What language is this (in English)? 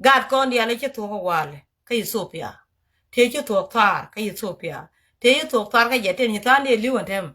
Nuer